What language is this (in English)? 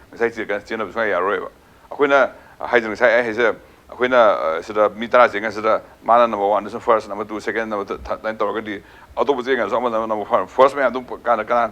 Manipuri